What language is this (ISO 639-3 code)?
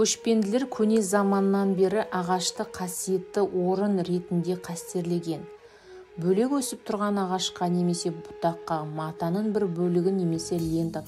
kaz